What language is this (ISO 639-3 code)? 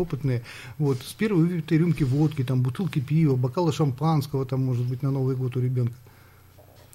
rus